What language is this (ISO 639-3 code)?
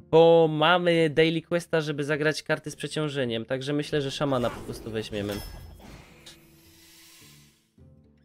pol